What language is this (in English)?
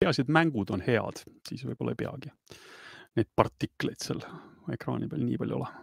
Estonian